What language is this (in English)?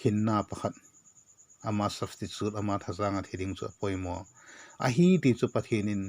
Vaiphei